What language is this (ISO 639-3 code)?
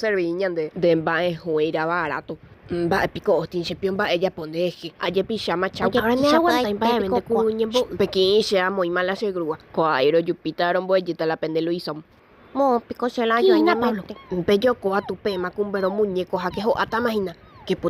grn